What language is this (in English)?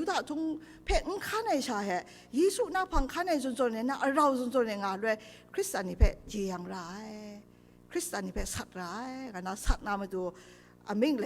Kachin